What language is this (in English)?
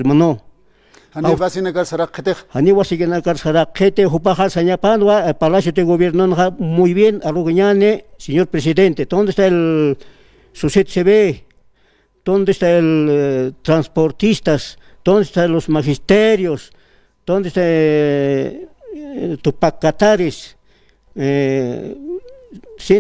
Aymara